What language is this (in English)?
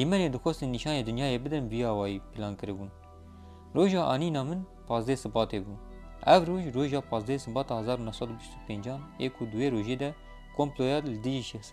Kurdish